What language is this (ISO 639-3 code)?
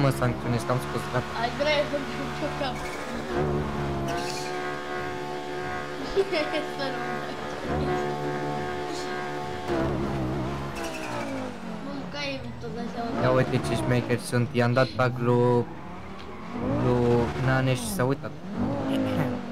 ron